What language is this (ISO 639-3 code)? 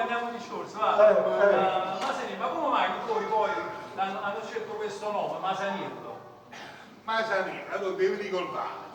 nap